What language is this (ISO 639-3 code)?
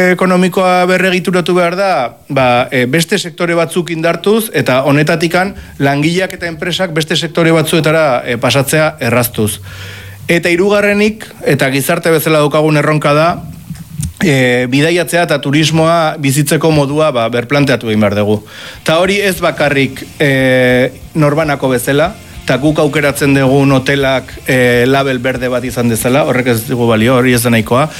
eus